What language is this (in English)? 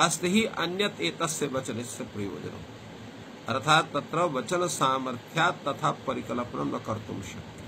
Sanskrit